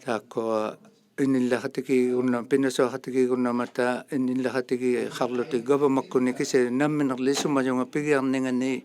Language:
Inuktitut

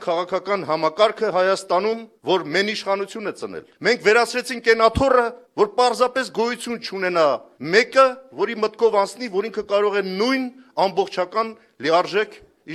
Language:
Armenian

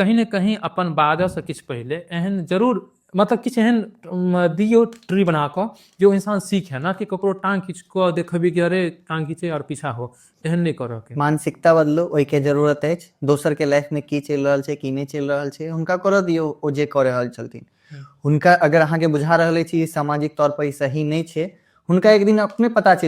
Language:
Maithili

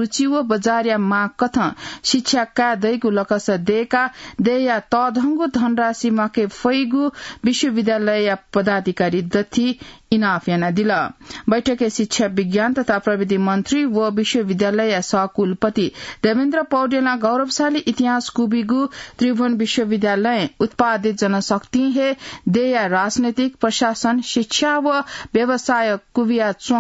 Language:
Newari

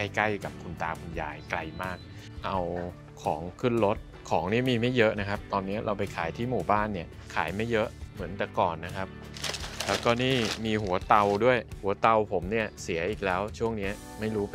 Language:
Thai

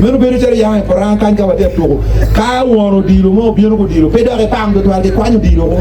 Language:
Acoli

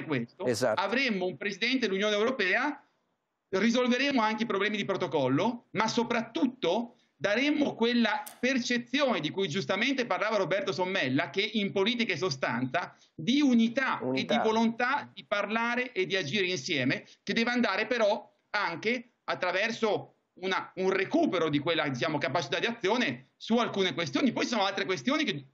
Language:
Italian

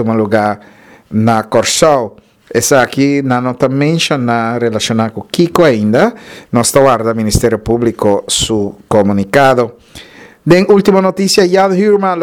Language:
Papiamento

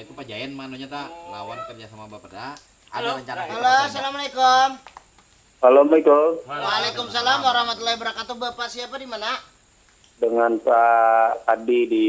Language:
Banjar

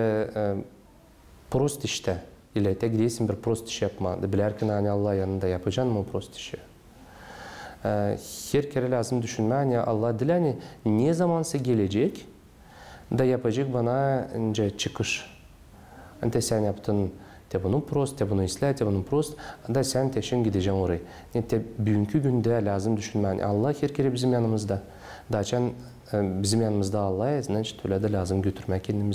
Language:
Gagauz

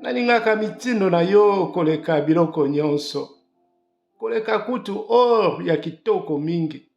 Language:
Lingala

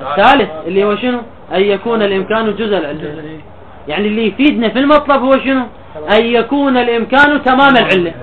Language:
Mesopotamian Arabic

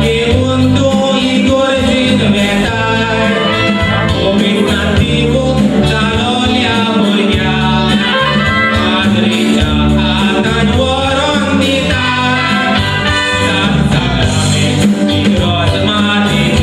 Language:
Konkani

